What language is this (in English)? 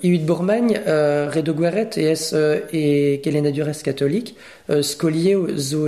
Breton